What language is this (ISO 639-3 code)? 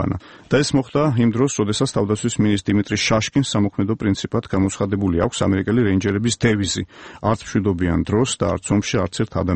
kat